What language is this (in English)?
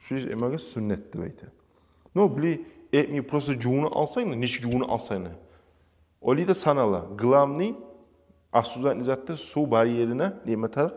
Kumyk